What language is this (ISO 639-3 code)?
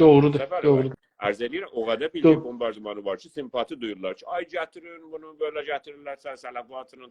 azb